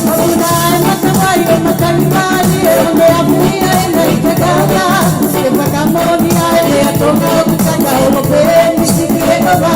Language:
Tongan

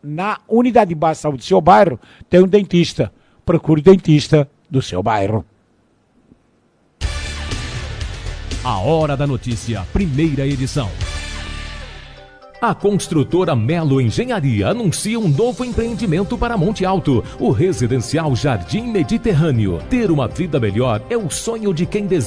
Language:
Portuguese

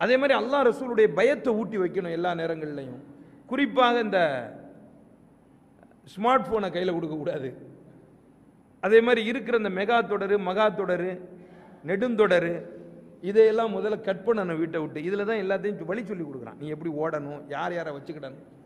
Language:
Tamil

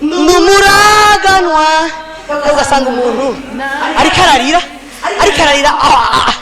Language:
Rundi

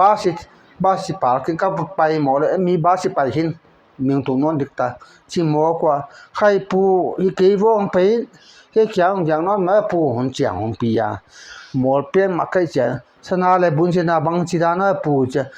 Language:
Paite Chin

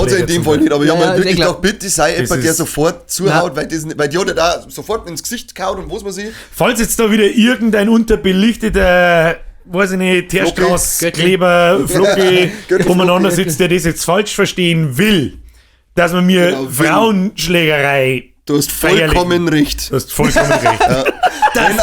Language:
Bavarian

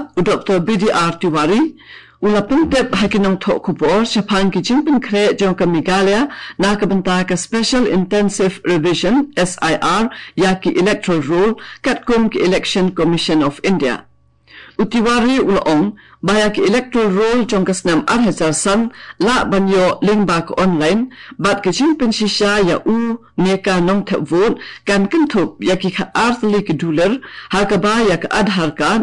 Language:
Khasi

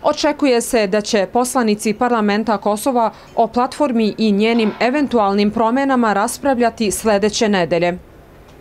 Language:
Serbian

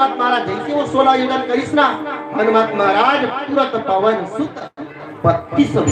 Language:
Chhattisgarhi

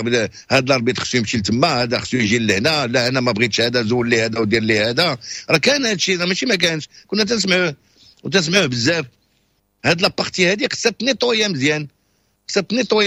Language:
Moroccan Arabic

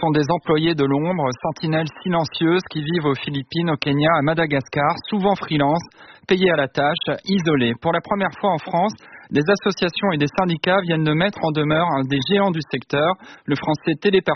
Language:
French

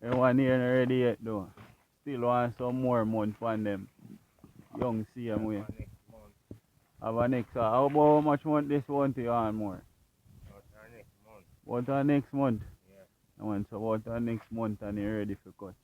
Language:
Jamaican Creole English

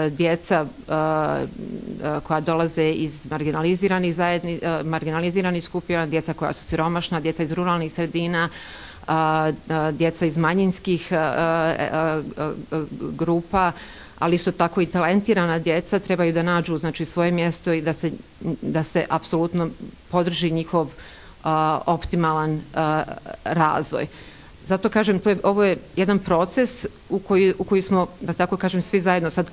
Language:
Bosnian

